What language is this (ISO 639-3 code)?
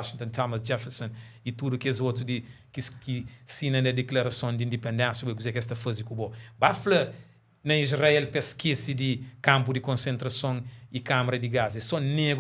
kea